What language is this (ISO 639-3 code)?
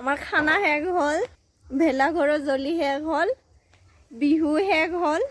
asm